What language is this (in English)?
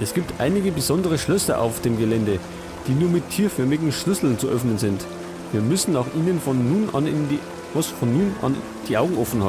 Bavarian